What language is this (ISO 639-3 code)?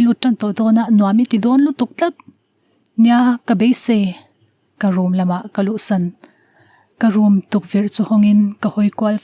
lus